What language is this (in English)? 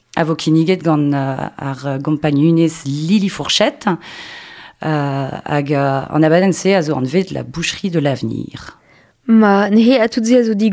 Breton